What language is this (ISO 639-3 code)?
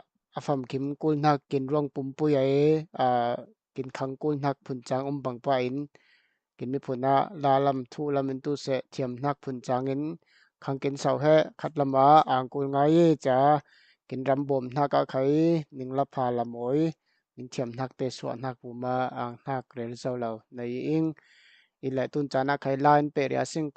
cfm